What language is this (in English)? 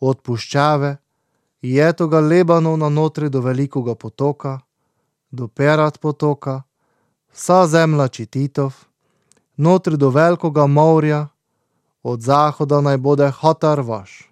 Slovenian